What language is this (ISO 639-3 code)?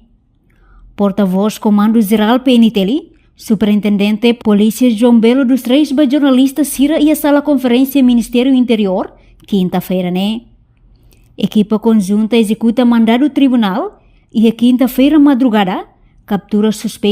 tet